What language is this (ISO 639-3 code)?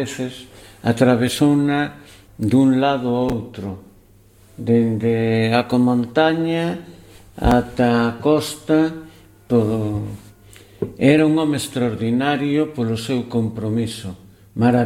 glg